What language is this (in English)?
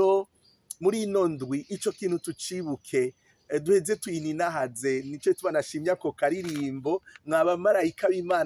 Rundi